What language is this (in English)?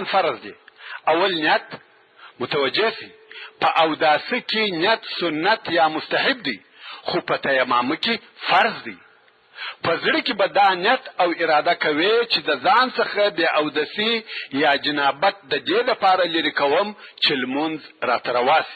Pashto